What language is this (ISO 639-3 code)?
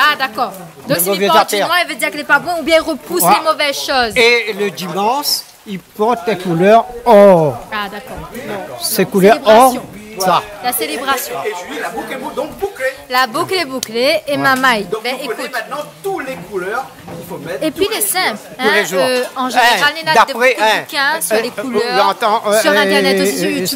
rcf